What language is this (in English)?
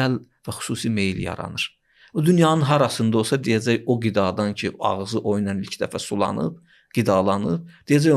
Azerbaijani